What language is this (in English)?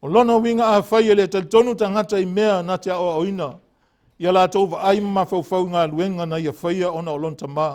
Samoan